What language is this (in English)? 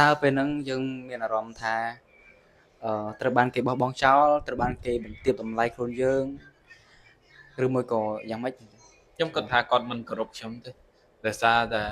Khmer